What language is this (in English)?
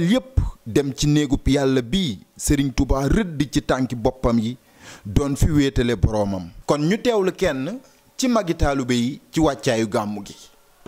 Wolof